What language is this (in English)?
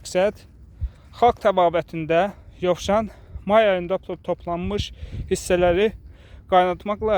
Azerbaijani